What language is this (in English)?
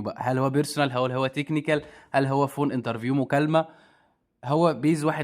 Egyptian Arabic